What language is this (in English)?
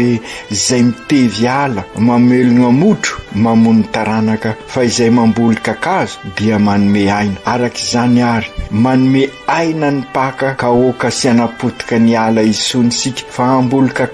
Malagasy